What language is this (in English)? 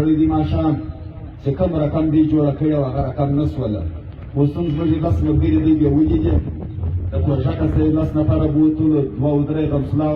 Pashto